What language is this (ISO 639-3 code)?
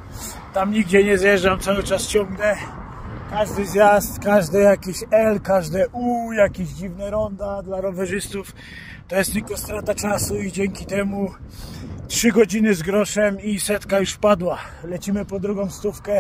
pol